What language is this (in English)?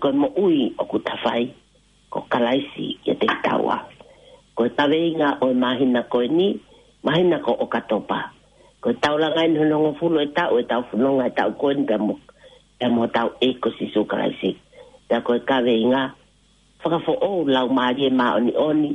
Tongan